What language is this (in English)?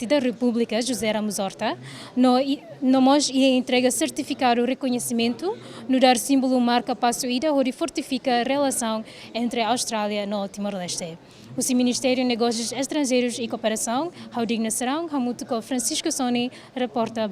Tetum